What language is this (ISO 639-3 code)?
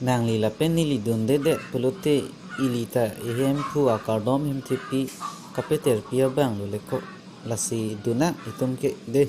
mjw